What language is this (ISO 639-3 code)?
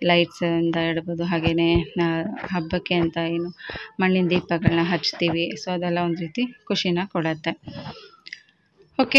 kan